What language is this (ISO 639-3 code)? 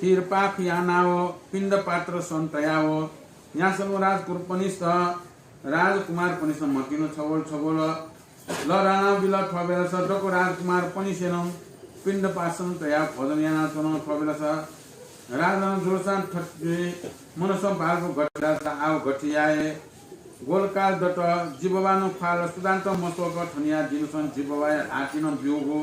new